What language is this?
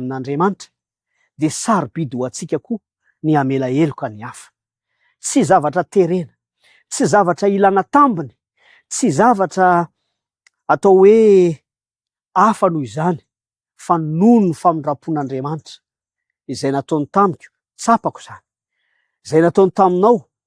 Malagasy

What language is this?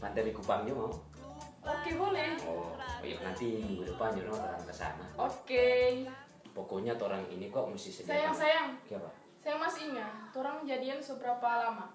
Manado Malay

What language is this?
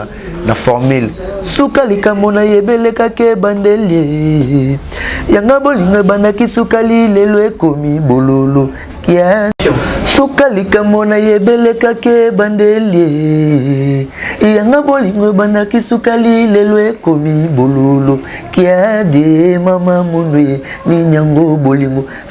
Lingala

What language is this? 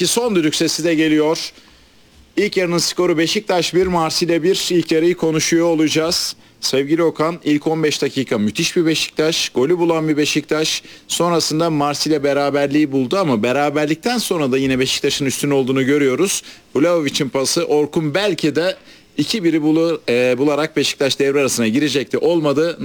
Turkish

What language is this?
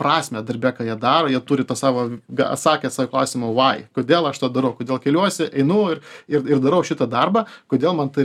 Lithuanian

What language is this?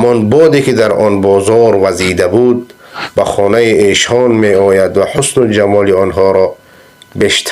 Persian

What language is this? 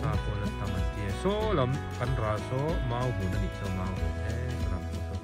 Mizo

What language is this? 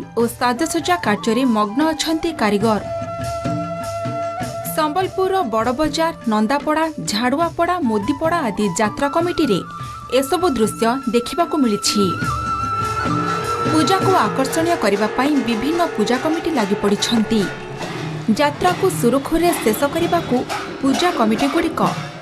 Odia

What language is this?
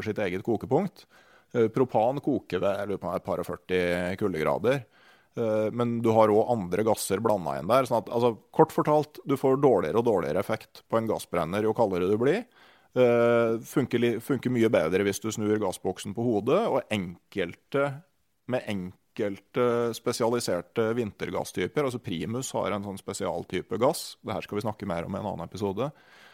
Norwegian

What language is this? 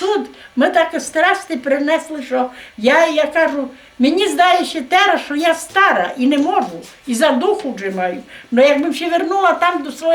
Rusyn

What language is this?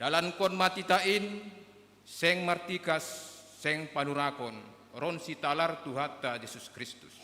Batak Simalungun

